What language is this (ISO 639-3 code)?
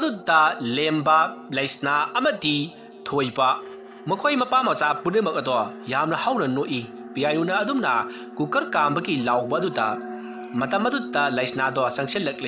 mni